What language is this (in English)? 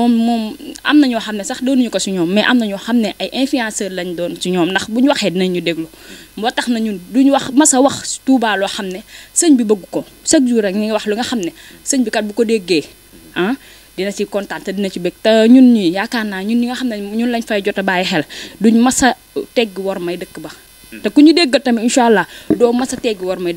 Wolof